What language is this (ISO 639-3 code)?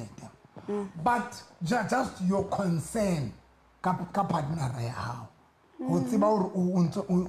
sot